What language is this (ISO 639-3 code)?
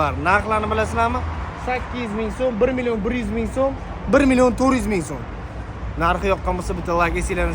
uzb